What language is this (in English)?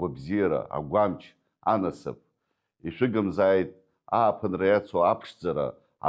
Abkhazian